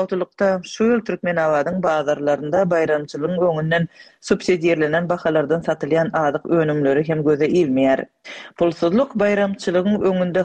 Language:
Turkmen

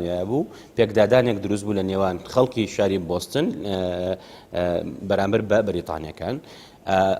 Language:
Central Kurdish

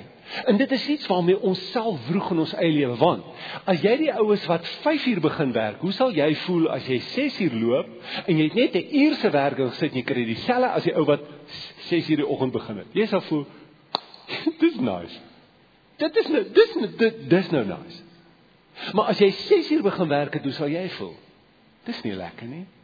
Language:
Afrikaans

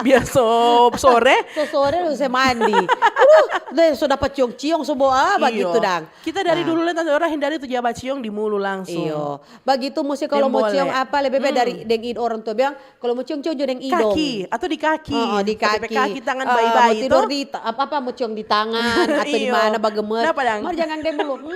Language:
Manado Malay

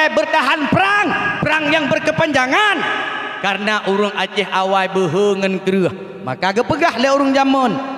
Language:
Achinese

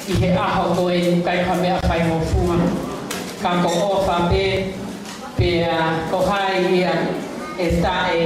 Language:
Tongan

